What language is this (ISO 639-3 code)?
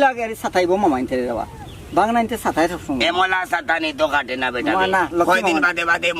syl